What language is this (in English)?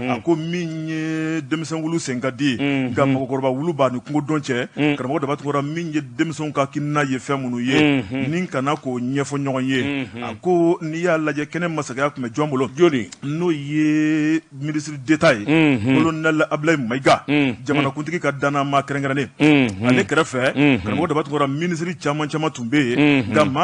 Bambara